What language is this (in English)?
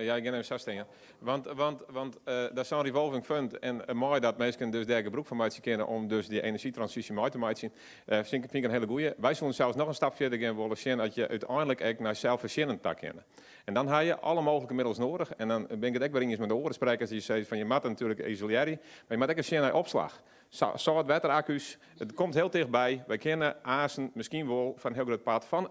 Dutch